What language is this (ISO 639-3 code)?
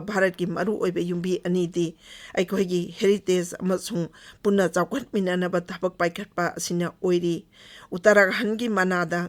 mni